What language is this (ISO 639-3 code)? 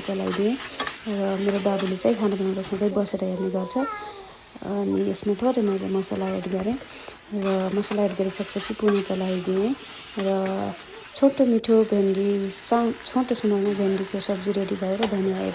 nep